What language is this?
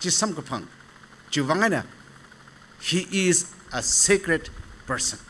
Tangkhul Naga (India)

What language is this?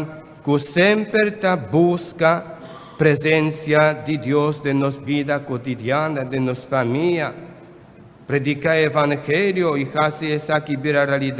Papiamento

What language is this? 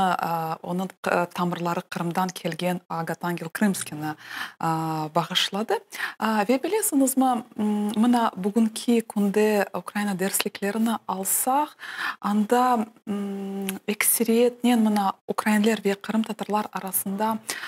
Crimean Tatar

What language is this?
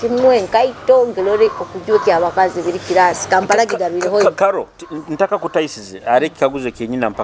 Nyoro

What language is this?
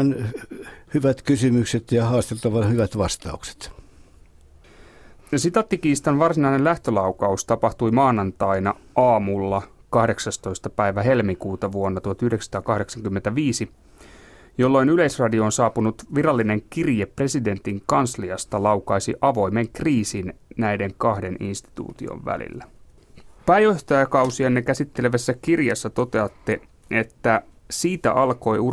Finnish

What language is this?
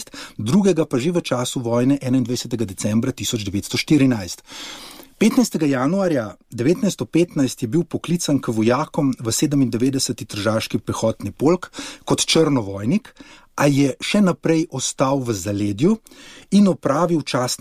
Slovenian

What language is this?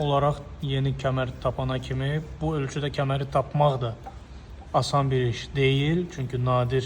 Azerbaijani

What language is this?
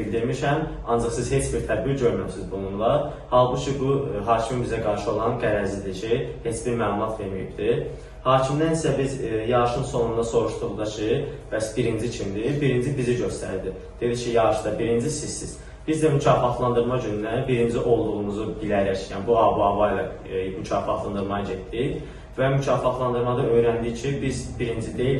Azerbaijani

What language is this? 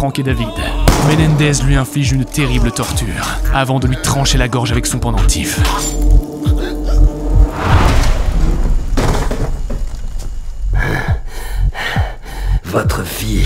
French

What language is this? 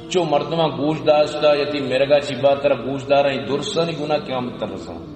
Eastern Balochi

